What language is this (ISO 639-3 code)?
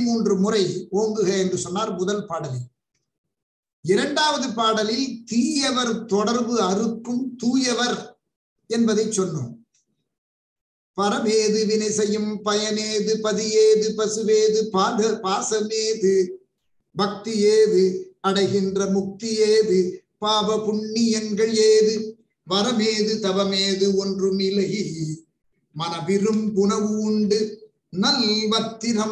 tam